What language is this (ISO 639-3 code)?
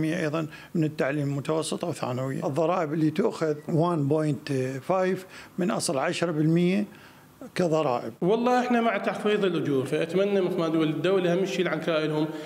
acm